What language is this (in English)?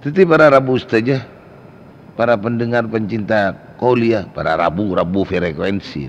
Madurese